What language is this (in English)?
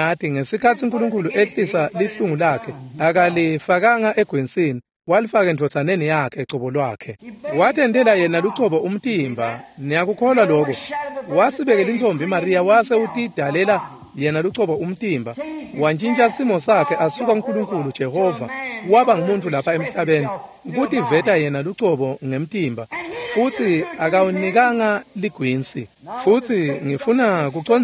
Swati